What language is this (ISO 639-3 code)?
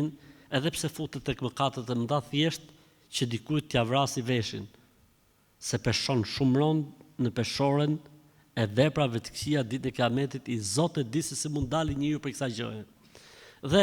sqi